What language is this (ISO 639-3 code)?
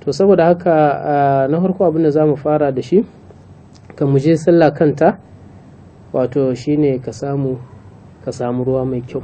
hau